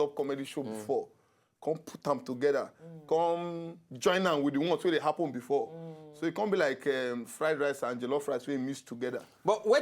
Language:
Nigerian Pidgin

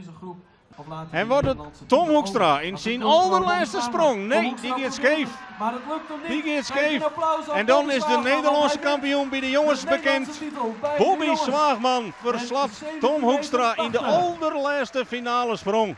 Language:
Western Frisian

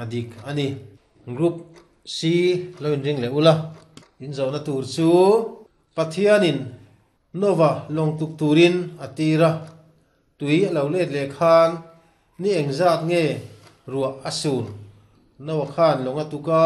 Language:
Mizo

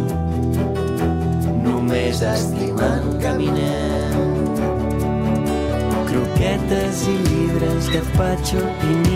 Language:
Catalan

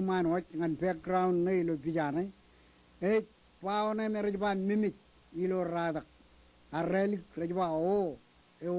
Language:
Marshallese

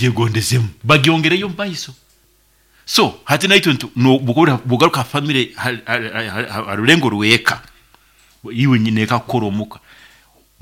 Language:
Nyoro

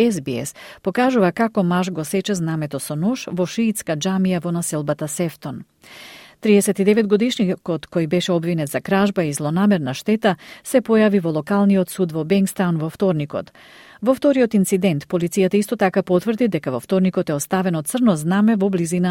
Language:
Macedonian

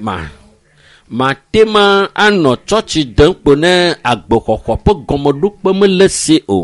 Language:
Ewe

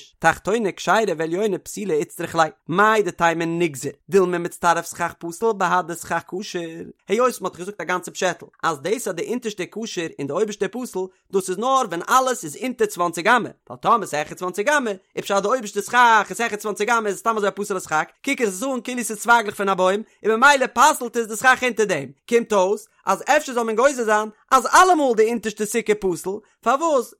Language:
Yiddish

